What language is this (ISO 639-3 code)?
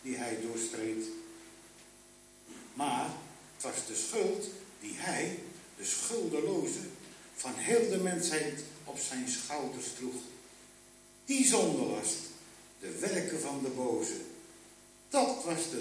nld